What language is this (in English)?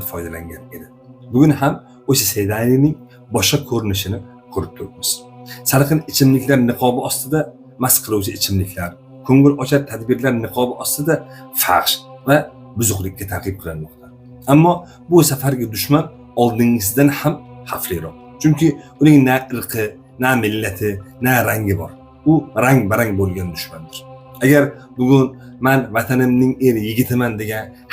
Uzbek